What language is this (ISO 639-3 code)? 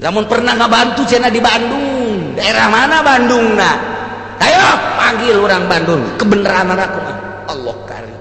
sun